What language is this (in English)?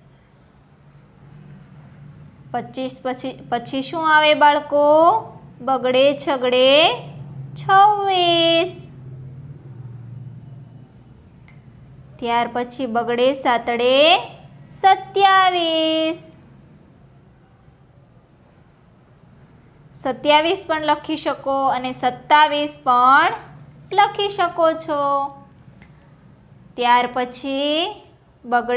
Gujarati